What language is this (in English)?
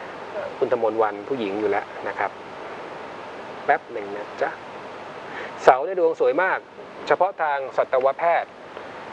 Thai